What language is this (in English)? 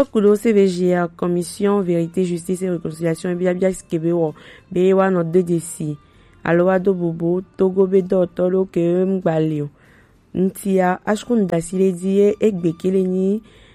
Gen